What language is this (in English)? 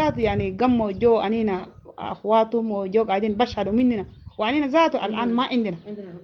Sudanese Arabic